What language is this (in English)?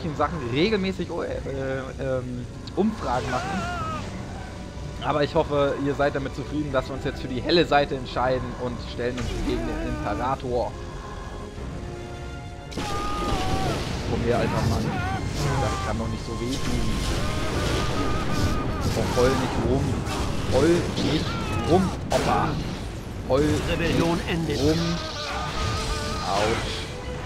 German